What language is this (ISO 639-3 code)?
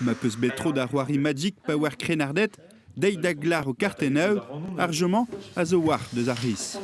bre